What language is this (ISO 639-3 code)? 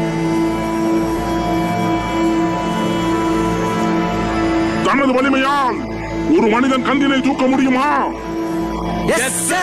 tam